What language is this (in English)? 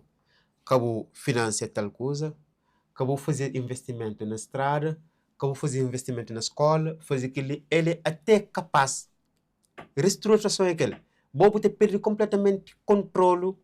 Kabuverdianu